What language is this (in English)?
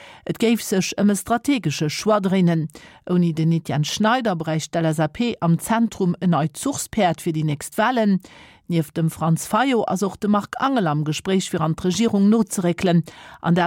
Luxembourgish